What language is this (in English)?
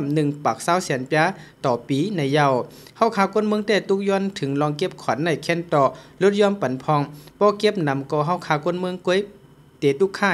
Shan